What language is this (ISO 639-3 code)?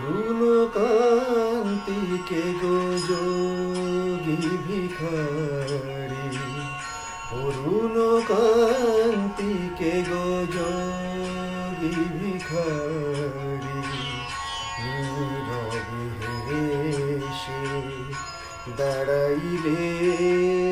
ben